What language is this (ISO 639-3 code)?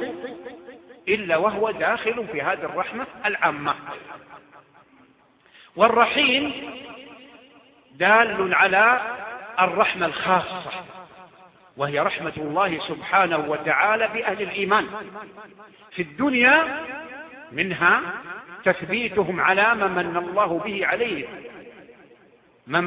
ara